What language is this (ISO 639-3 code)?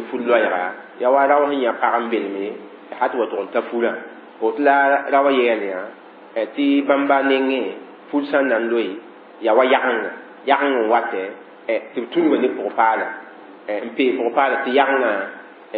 mos